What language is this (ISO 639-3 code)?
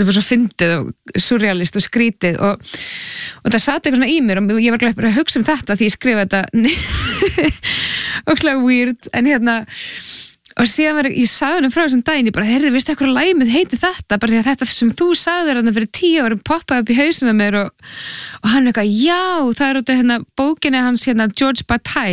isl